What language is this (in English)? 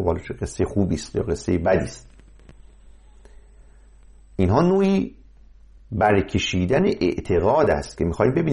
Persian